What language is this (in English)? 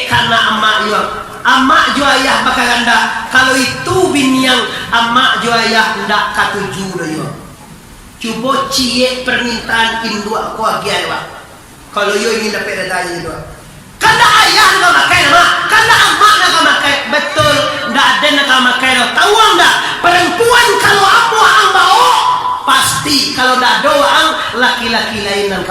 Minangkabau